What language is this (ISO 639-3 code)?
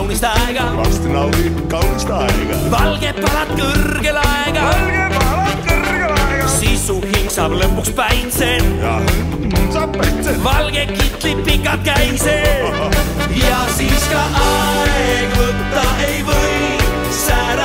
est